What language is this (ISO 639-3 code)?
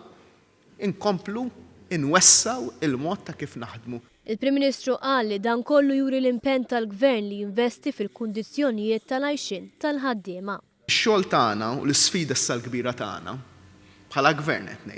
mlt